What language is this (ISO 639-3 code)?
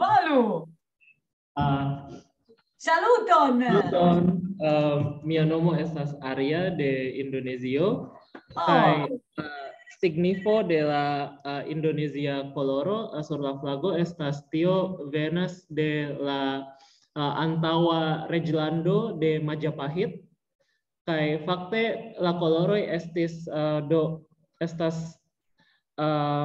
epo